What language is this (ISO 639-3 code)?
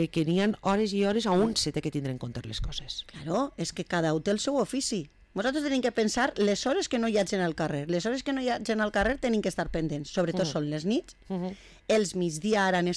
cat